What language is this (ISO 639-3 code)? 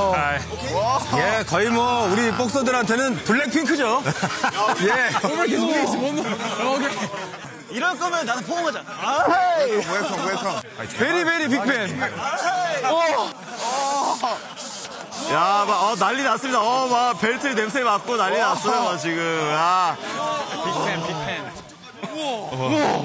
kor